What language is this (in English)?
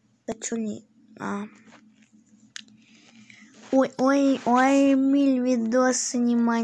Russian